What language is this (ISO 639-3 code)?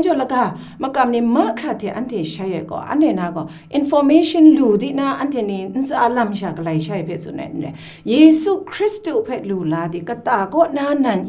kac